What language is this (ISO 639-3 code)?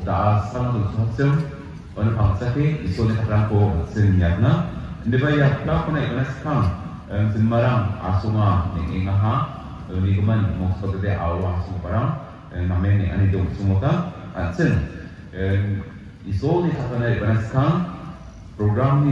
grt